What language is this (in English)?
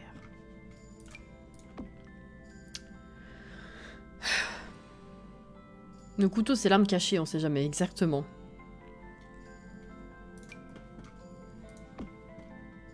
French